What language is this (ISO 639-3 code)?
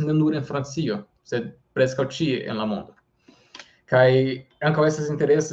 epo